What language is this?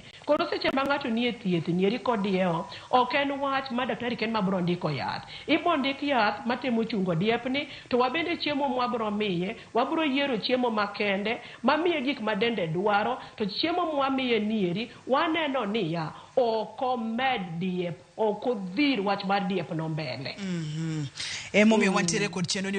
Luo (Kenya and Tanzania)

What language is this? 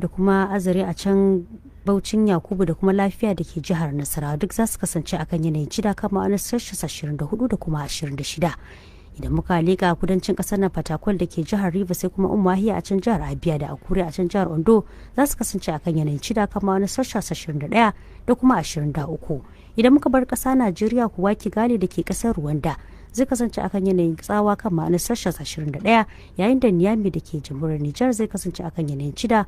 Hausa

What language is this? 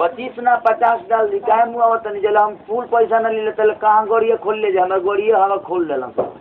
Maithili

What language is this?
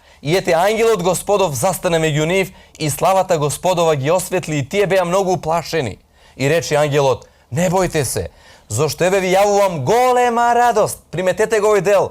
Macedonian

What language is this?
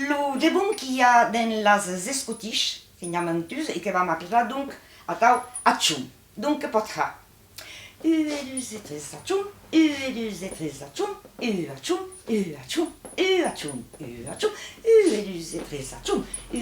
Occitan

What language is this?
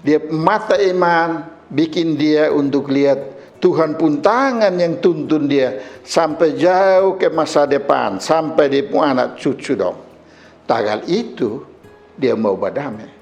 Kupang Malay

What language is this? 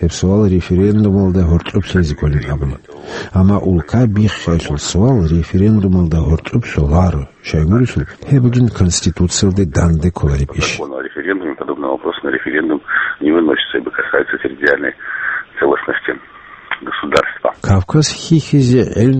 Avaric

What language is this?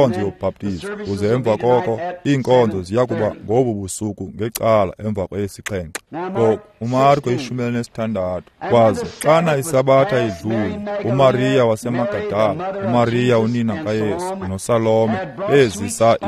Xhosa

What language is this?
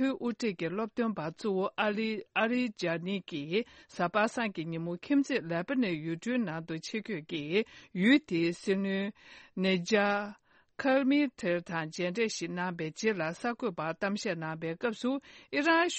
Tibetan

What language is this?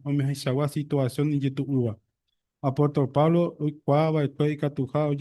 Guarani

